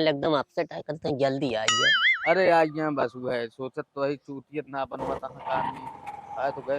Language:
Awadhi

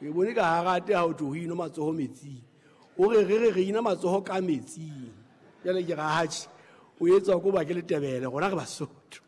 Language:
Southern Sotho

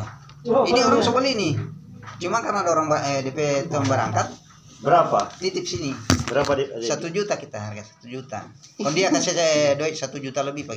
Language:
Manado Malay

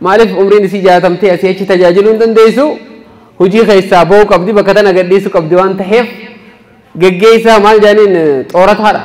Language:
Oromo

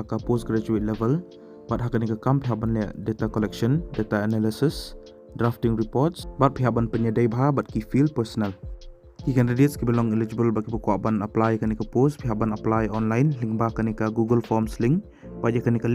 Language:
Khasi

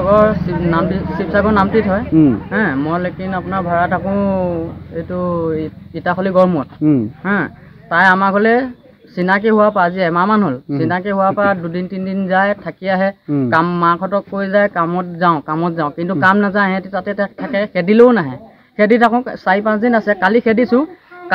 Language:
Assamese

